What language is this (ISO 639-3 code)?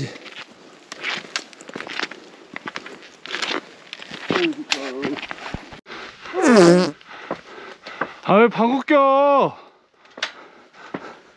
kor